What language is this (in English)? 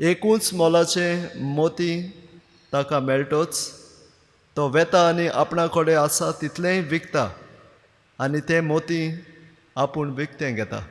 Konkani